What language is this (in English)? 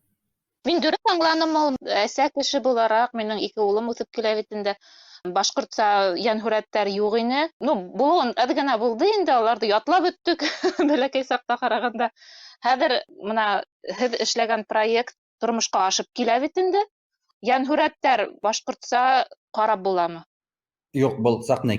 Bashkir